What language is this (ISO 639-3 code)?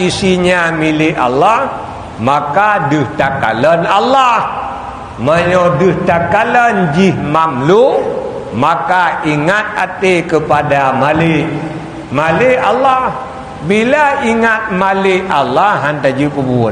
ace